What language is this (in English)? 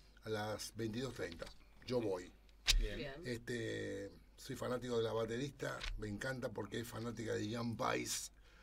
Spanish